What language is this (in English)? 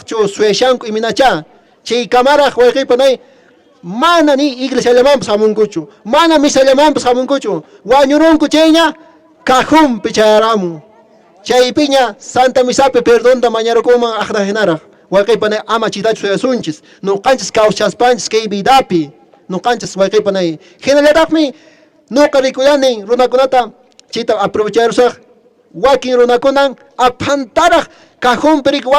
Quechua